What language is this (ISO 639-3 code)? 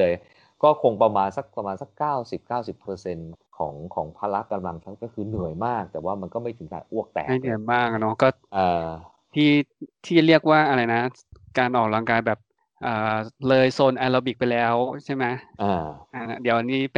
tha